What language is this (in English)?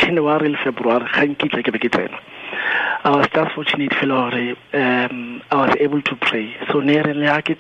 Tswana